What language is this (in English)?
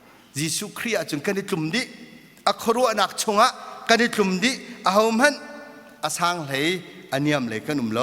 Hakha Chin